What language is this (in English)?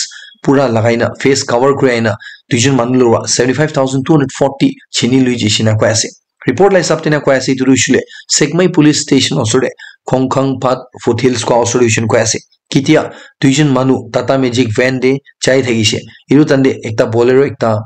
Naga Pidgin